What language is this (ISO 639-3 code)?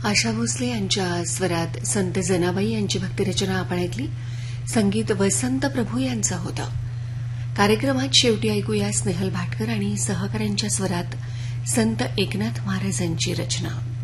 mar